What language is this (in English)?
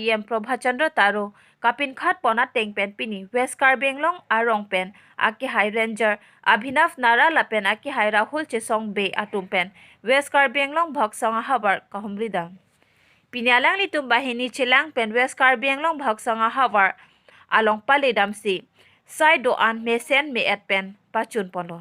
Karbi